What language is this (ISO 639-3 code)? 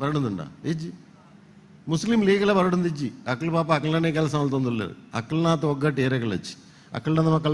tcy